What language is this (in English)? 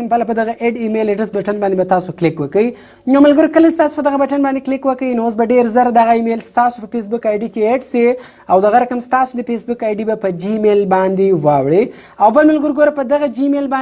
Pashto